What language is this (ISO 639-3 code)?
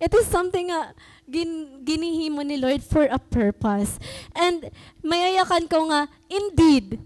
war